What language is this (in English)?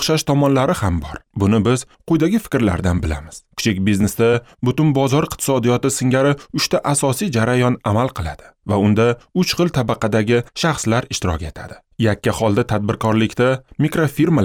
Uzbek